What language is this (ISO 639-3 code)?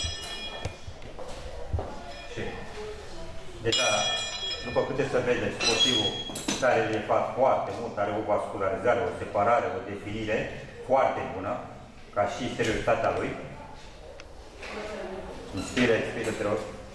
ron